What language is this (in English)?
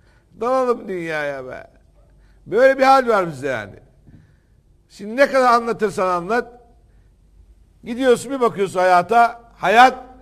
Turkish